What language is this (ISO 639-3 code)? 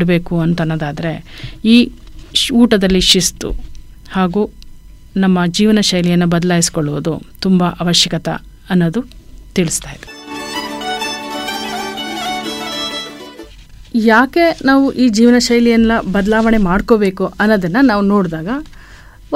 kan